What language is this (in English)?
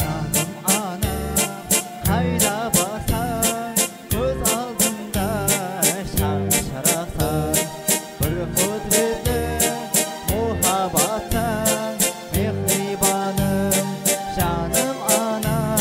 Kara-Kalpak